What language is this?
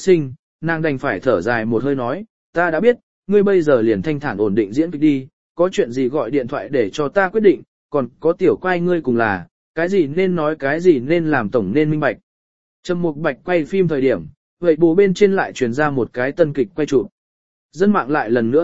Vietnamese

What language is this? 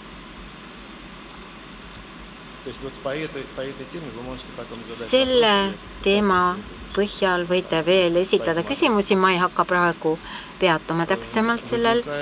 Estonian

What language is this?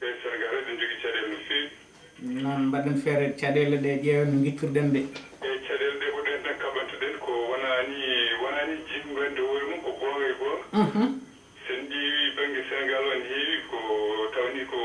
Fula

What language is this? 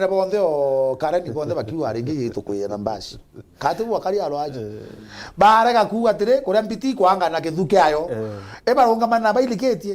Meru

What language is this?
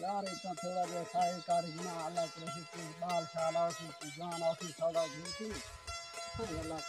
Saraiki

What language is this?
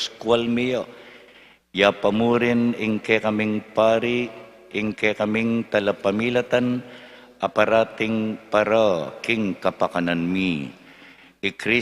Pampanga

